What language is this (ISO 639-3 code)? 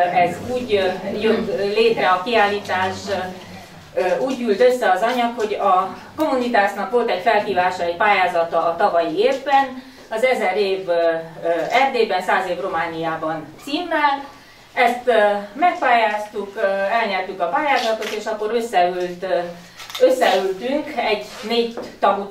hun